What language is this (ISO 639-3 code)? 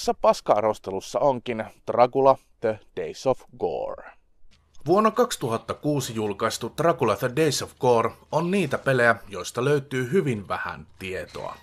fin